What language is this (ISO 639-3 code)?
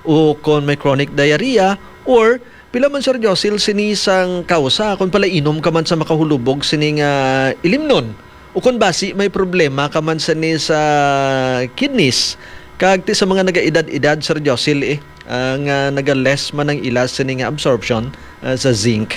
hil